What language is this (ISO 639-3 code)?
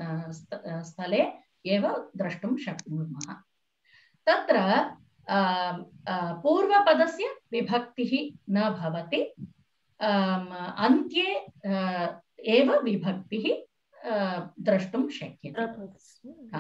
san